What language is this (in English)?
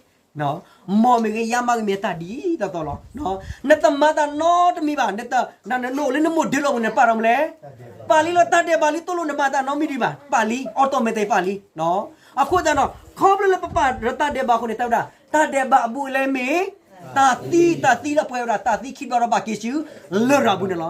S'gaw Karen